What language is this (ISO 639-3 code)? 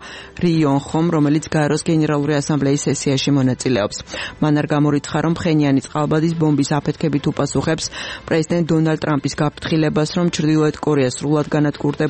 kat